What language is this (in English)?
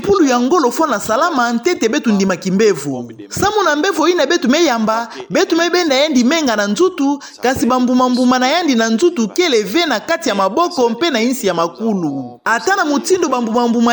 Kituba (Democratic Republic of Congo)